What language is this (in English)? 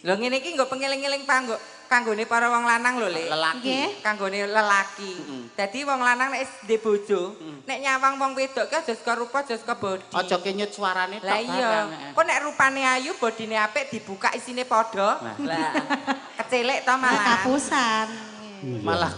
Javanese